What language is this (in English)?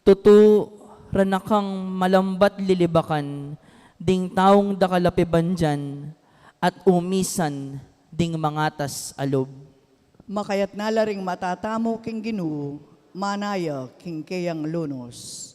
Pampanga